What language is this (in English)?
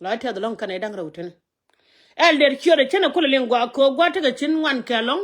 Nuer